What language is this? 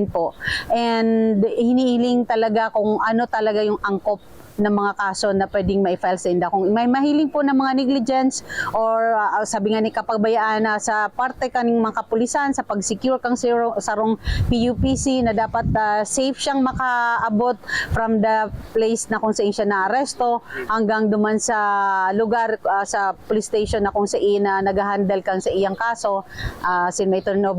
Bikol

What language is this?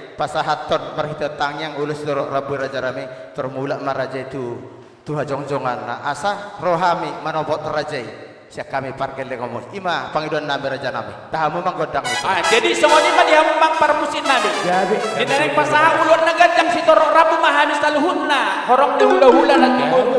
Batak Toba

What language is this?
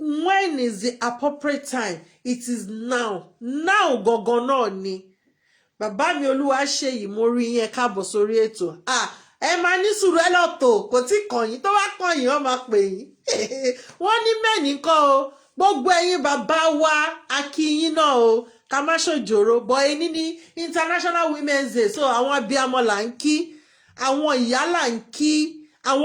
Yoruba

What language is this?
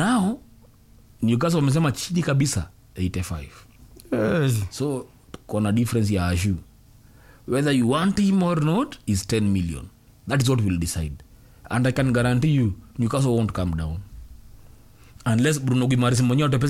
Swahili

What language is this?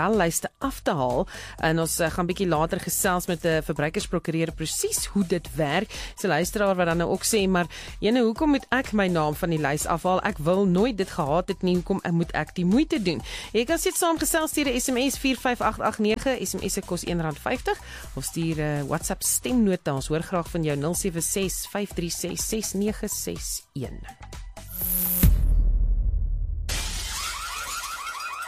Afrikaans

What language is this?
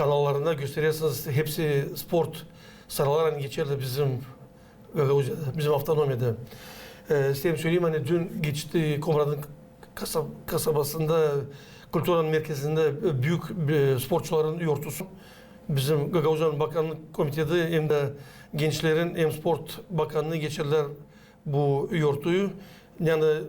Gagauz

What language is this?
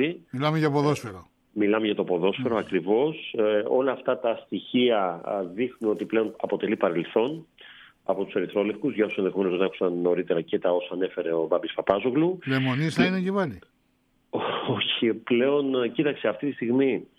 Greek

